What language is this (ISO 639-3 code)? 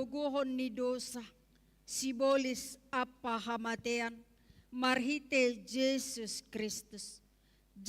bts